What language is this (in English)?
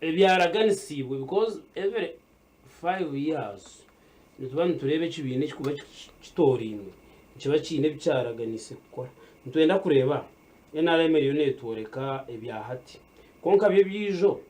Nyankole